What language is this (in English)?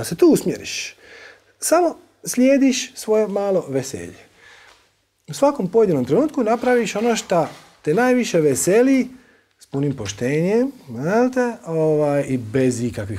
Croatian